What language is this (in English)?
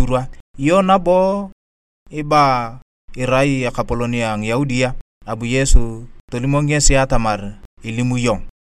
Turkana